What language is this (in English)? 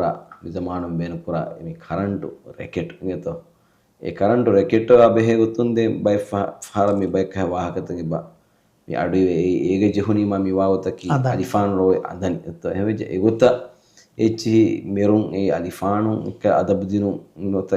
Divehi